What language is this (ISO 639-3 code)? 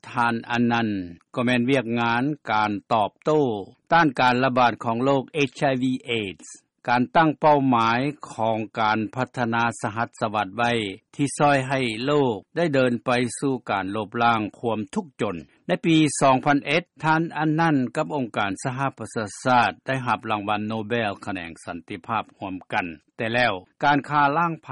lao